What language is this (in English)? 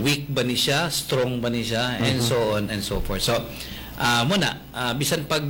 Cebuano